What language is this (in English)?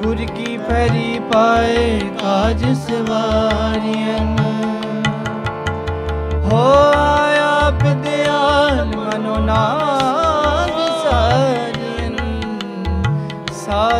Punjabi